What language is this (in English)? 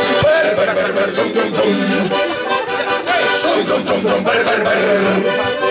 Estonian